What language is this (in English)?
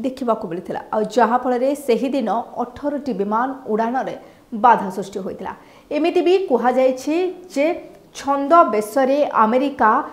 Odia